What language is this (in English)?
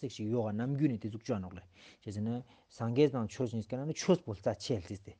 Ladakhi